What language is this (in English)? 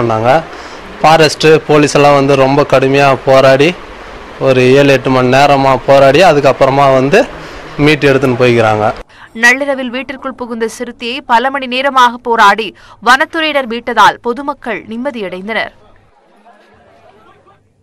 Tamil